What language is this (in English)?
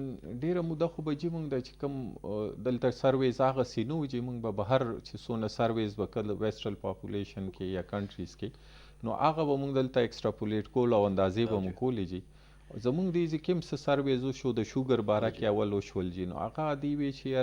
Pashto